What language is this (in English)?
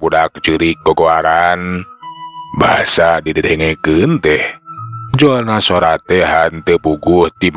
Sundanese